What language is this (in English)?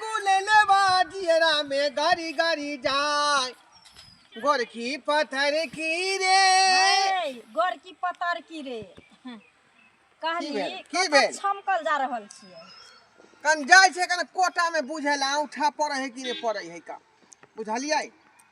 Maithili